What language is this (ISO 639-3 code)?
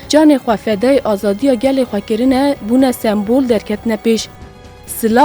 kur